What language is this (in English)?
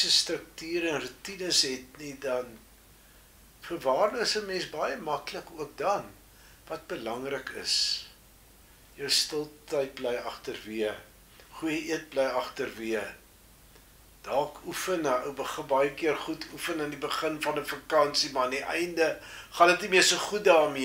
Afrikaans